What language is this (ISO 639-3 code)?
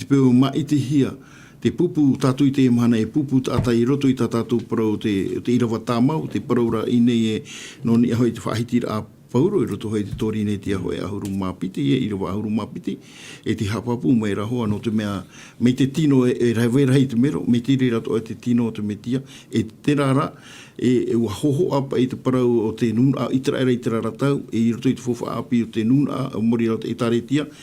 tah